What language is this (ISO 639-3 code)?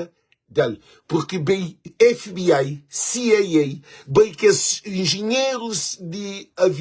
kea